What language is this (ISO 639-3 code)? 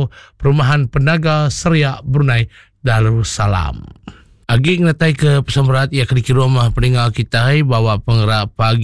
iba